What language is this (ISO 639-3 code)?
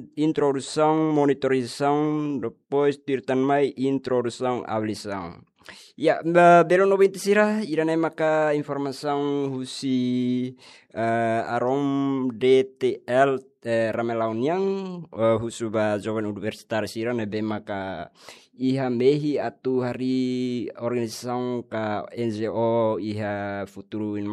tet